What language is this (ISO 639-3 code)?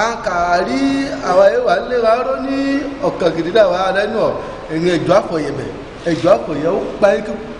ife